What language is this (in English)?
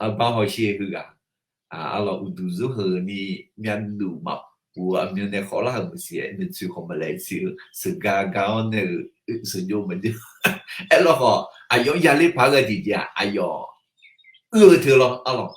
Akha